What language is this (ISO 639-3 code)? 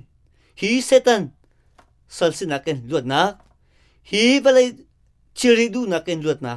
cnh